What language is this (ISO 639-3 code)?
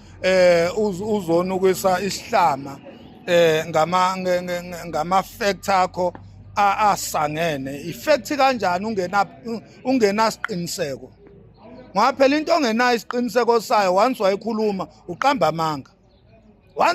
zul